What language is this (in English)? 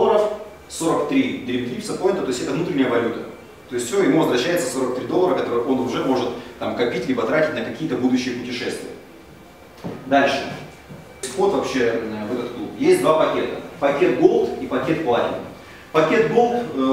Russian